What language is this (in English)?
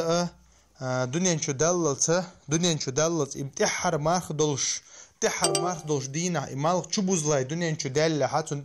Chechen